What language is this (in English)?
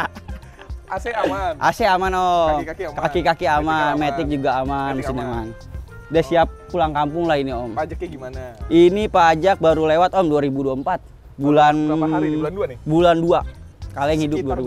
Indonesian